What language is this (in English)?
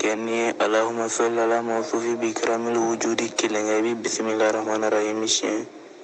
Bambara